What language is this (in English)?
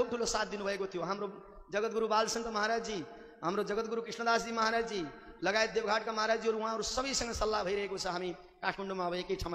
Nepali